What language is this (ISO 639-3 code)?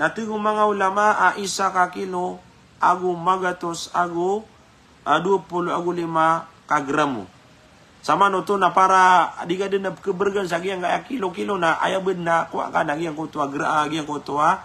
mrw